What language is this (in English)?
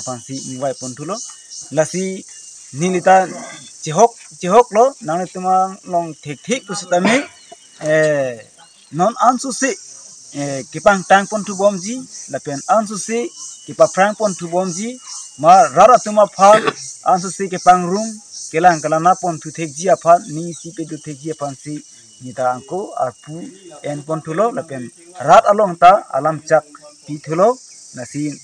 Karbi